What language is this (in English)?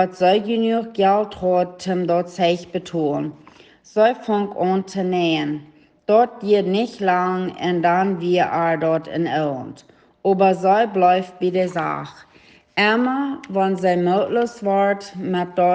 Plautdietsch